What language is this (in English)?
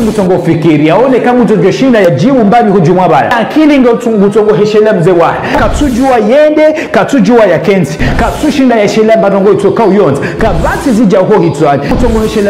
Ngazidja Comorian